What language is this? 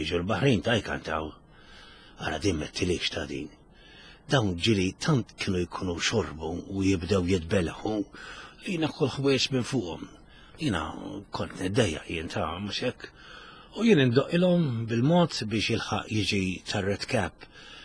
Maltese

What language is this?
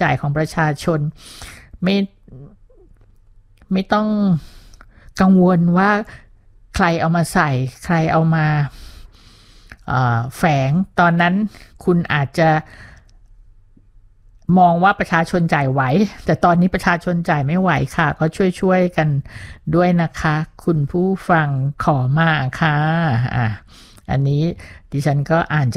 Thai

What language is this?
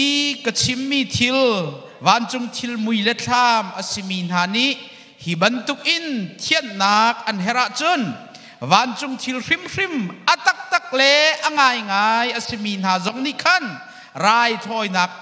Hakha Chin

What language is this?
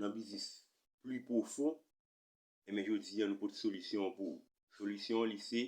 Haitian Creole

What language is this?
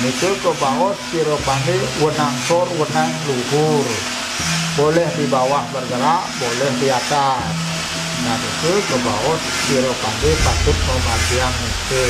Balinese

